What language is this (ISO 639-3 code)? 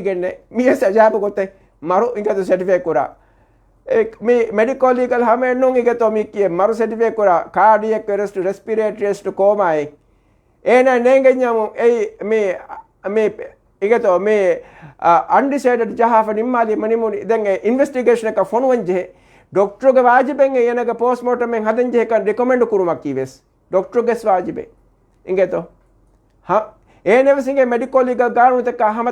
div